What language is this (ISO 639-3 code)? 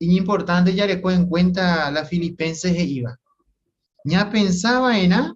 grn